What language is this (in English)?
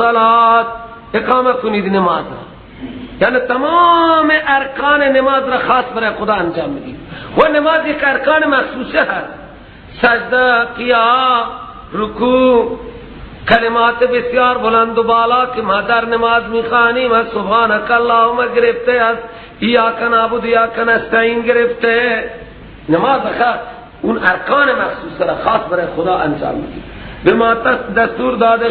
Persian